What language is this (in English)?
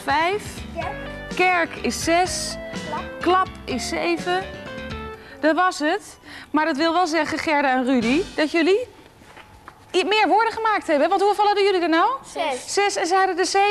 Dutch